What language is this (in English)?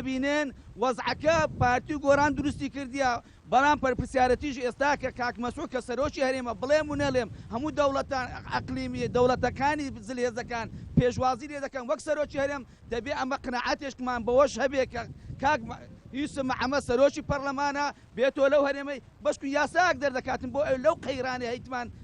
Central Kurdish